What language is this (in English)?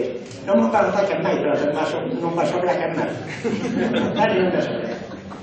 Catalan